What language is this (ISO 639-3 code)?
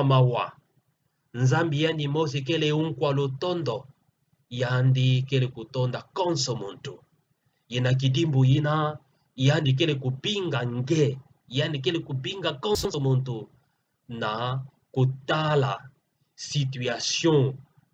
ktu